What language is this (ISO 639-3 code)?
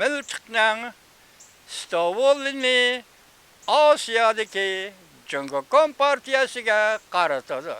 uig